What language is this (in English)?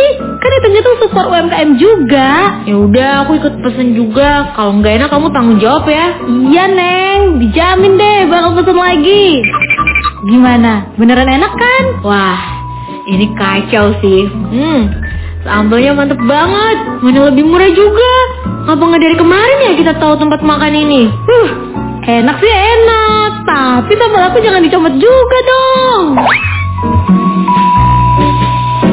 Indonesian